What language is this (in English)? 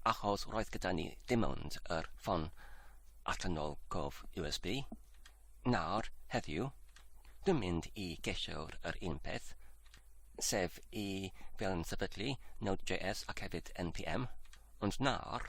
Welsh